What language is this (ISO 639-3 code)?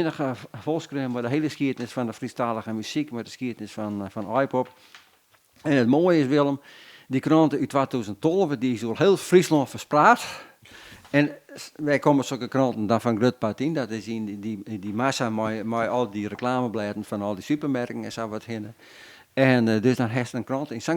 fry